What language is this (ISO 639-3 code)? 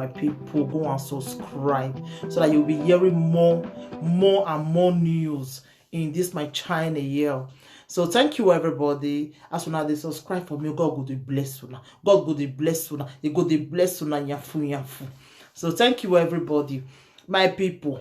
pcm